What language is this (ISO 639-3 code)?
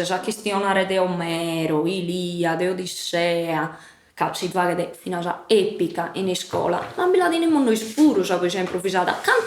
srd